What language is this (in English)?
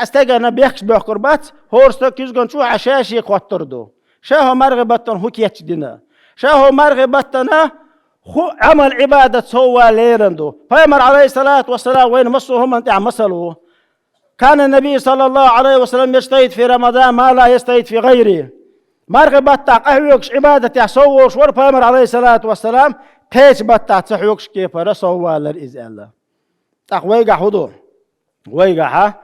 Chechen